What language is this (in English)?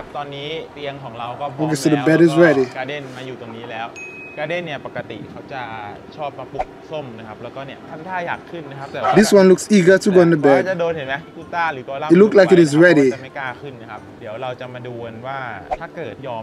Thai